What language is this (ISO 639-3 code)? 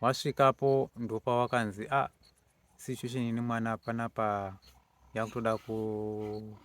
sna